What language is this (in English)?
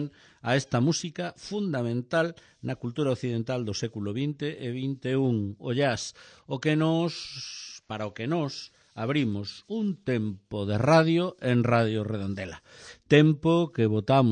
Galician